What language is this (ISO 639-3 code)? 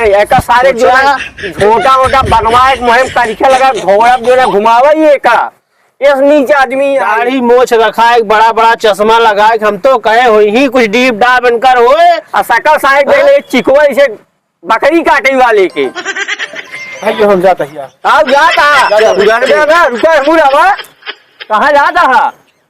awa